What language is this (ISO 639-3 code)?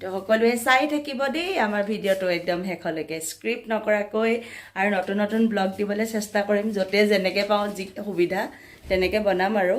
asm